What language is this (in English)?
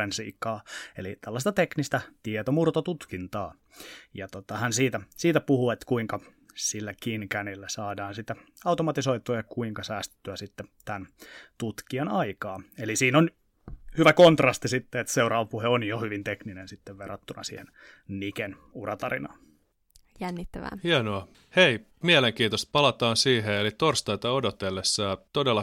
Finnish